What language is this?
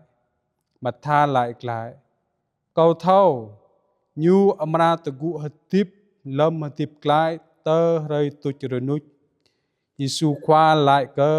Jarai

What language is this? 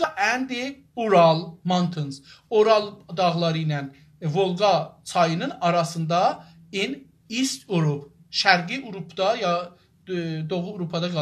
South Azerbaijani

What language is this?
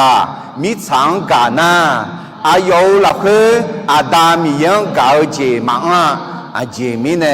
Akha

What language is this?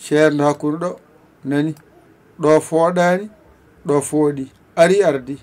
Fula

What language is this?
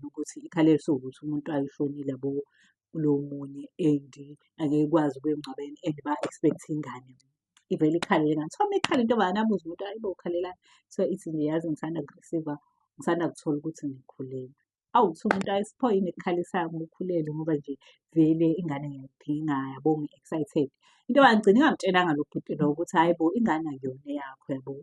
Zulu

